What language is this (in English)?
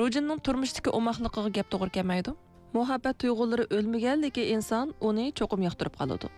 Uyghur